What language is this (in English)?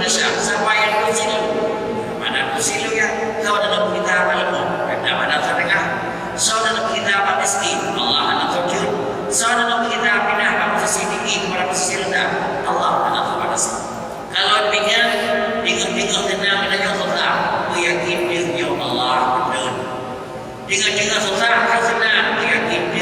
Achinese